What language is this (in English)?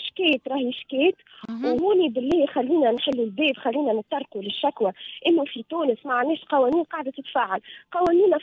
Tunisian Arabic